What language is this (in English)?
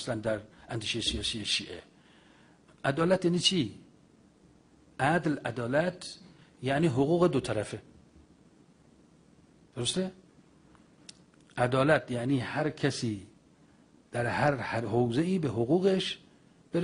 Persian